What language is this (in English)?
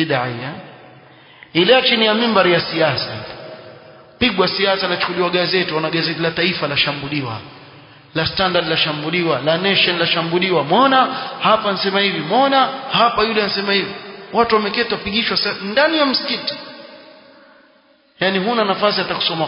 Swahili